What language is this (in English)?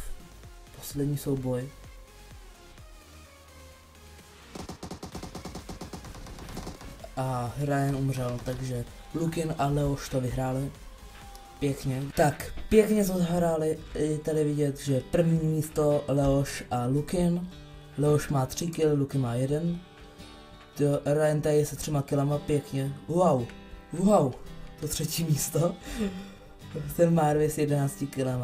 Czech